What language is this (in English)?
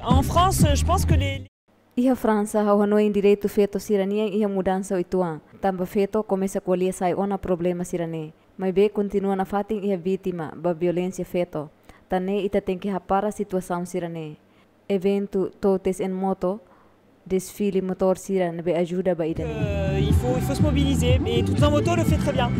Tetum